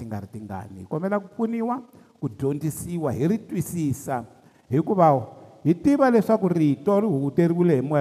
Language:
Tsonga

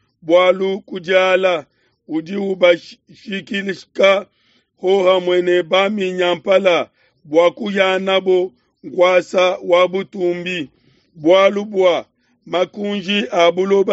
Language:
Luba-Lulua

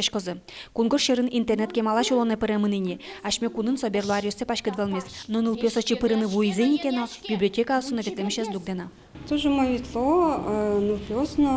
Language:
Udmurt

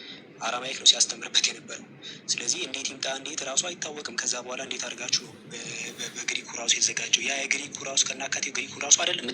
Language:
Amharic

